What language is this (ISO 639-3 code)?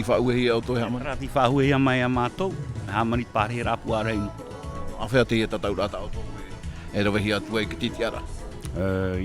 tah